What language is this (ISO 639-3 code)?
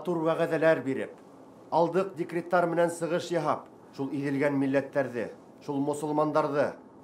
bak